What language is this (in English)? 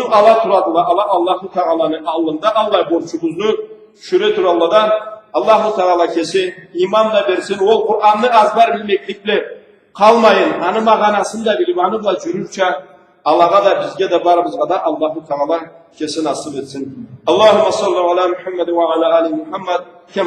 Karachay-Balkar